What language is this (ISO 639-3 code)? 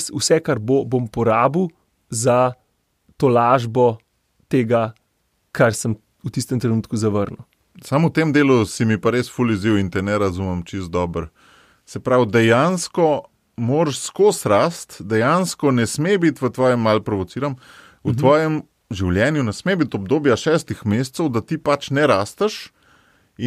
slv